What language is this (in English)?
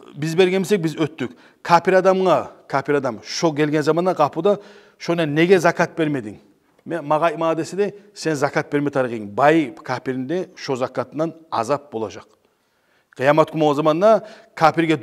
Kumyk